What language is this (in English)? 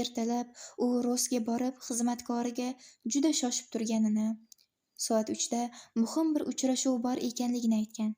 Uzbek